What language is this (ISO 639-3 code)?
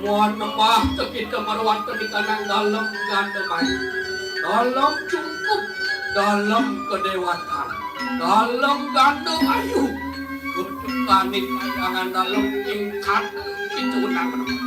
ban